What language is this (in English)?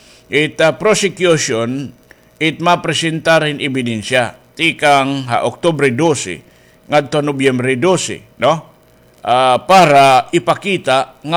Waray